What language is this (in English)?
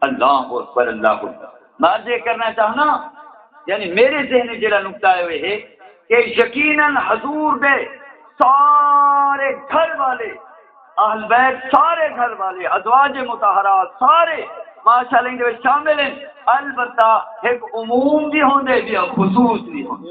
Saraiki